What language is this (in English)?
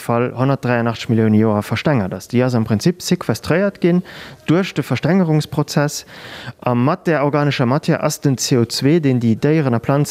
Luxembourgish